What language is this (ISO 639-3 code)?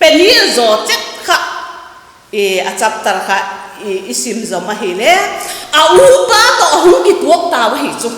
vap